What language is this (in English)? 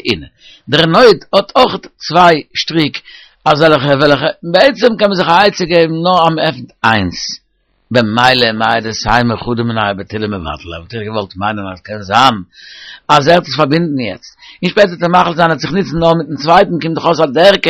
Yiddish